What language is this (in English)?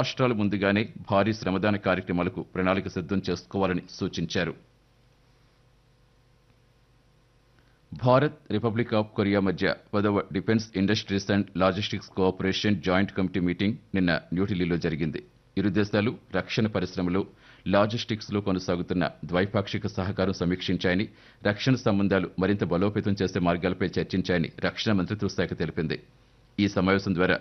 Telugu